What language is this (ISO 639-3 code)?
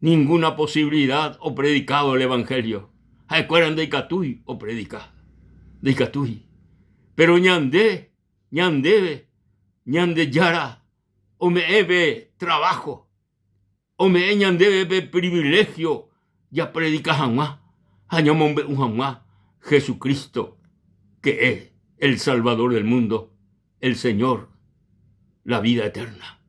grn